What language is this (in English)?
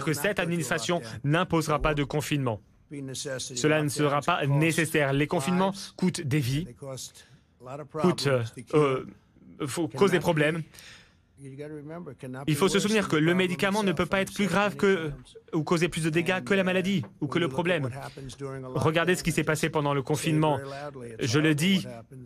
French